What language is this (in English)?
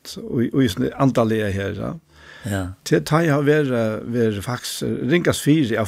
Faroese